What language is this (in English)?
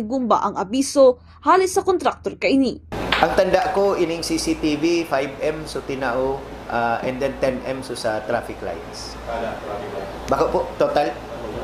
Bikol